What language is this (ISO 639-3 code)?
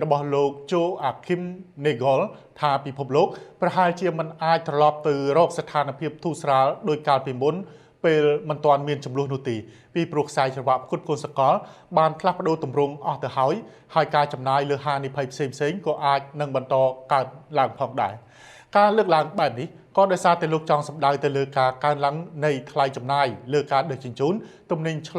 khm